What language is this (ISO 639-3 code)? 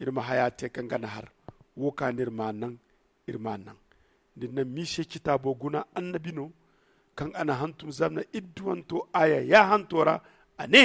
dje